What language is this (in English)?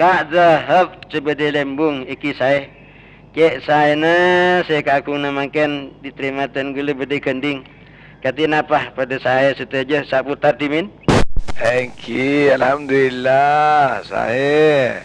Madurese